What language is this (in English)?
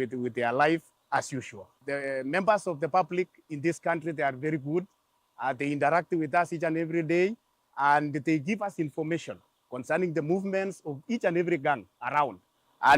Kamba